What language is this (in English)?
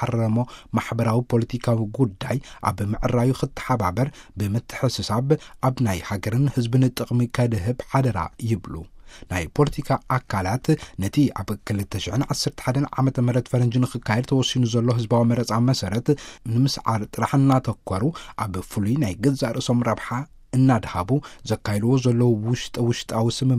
Tigrinya